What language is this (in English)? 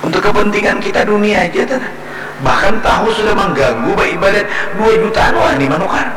Banjar